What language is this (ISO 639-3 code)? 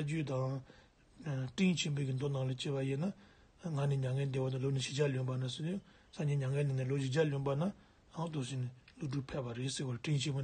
bod